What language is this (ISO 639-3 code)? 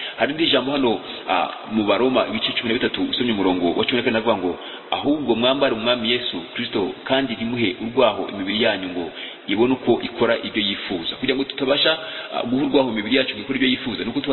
kin